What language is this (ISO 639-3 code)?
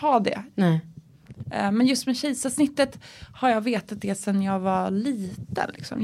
swe